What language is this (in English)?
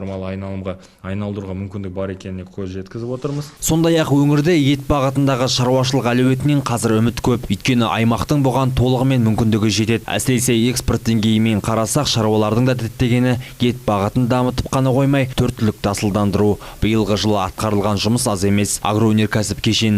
Kazakh